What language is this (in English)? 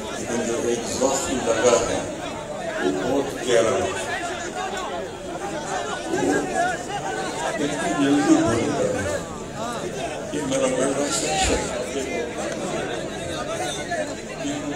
Urdu